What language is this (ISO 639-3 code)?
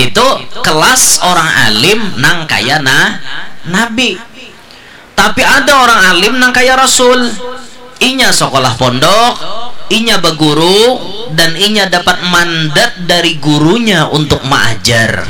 bjn